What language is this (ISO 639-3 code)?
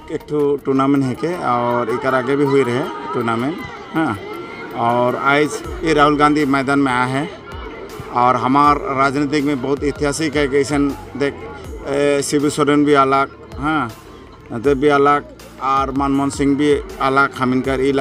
sck